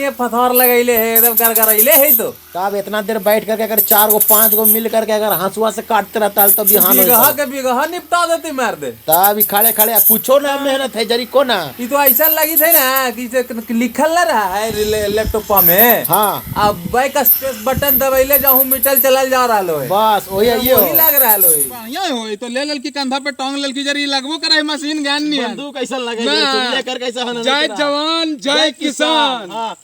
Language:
Magahi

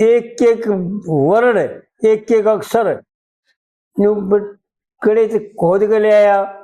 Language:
Haryanvi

